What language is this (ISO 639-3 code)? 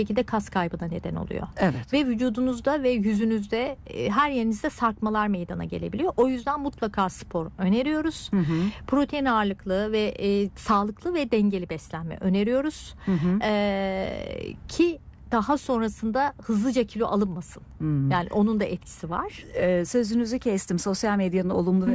tur